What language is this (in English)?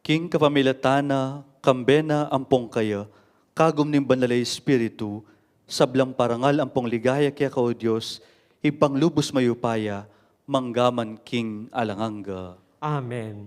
Pampanga